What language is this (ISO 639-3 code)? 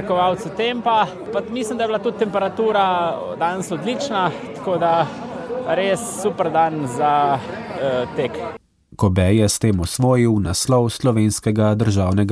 slv